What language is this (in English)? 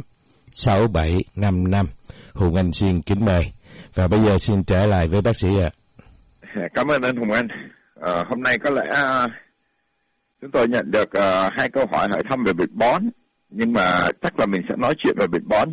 Vietnamese